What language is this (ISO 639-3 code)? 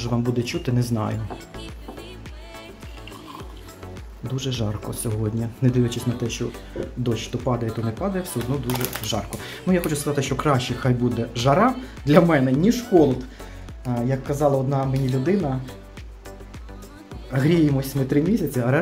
ukr